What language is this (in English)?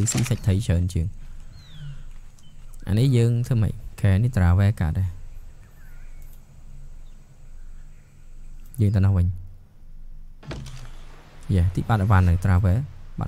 Vietnamese